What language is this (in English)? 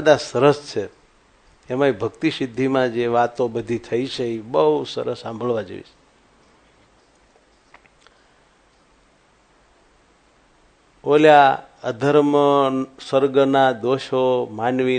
Gujarati